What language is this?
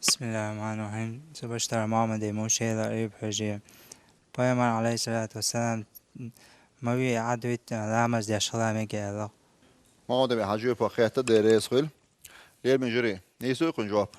Chechen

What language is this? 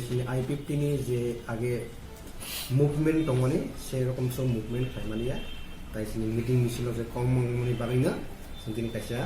Riang (India)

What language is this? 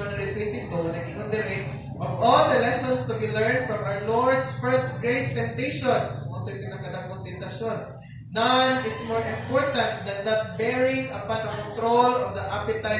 Cebuano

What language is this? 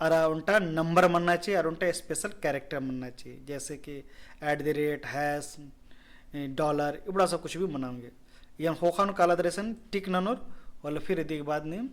Kurukh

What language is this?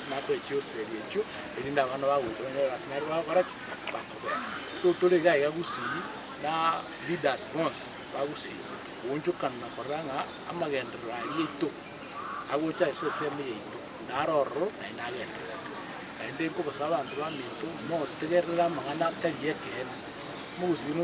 Gusii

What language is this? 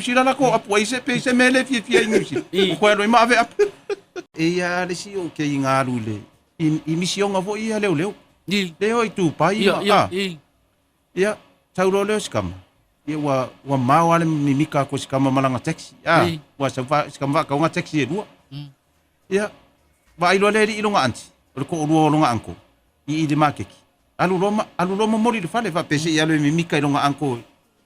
Samoan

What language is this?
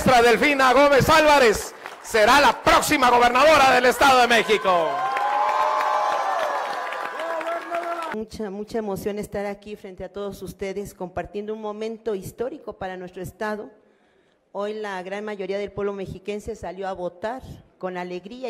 Spanish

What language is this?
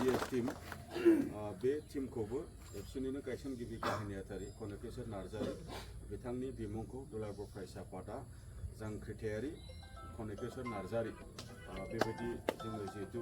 Bodo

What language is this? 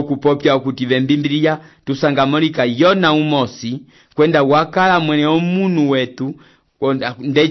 Umbundu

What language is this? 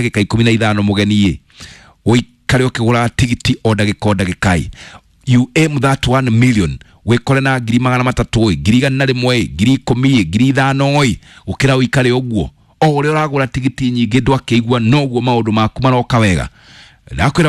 Kikuyu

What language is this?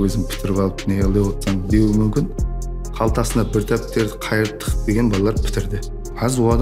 Kara-Kalpak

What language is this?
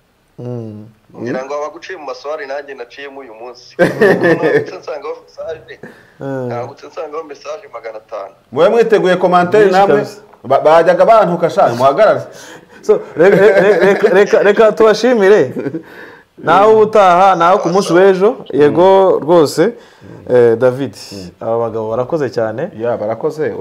Kinyarwanda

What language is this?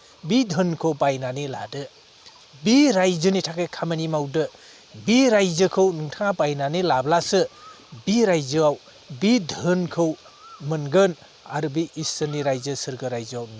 Bodo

